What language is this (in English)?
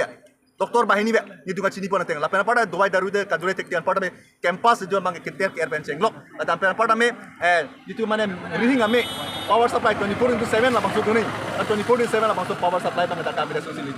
Karbi